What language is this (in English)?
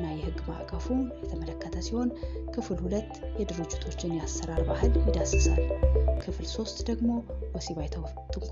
Amharic